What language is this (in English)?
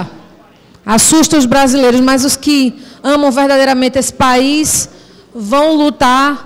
Portuguese